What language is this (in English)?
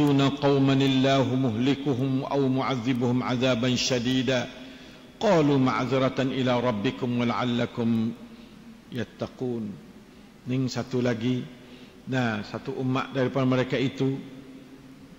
Malay